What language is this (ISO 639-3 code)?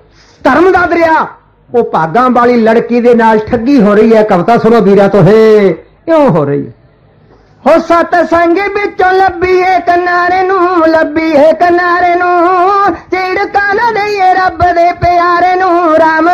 pan